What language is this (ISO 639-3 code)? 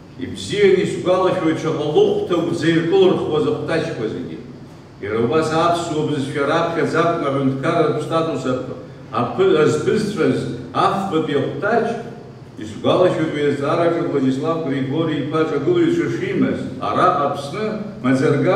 abk